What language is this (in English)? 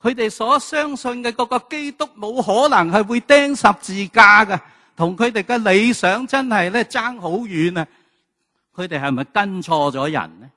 Cantonese